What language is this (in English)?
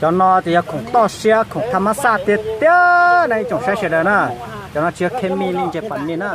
Hmong